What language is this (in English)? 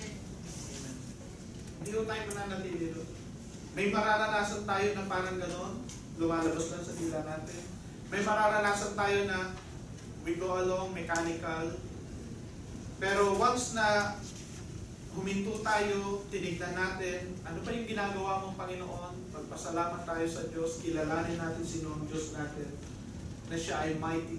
Filipino